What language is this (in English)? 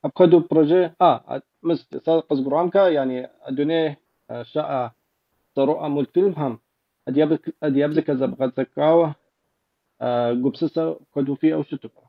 Kabardian